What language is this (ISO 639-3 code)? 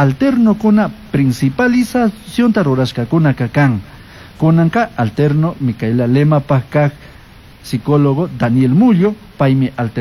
qug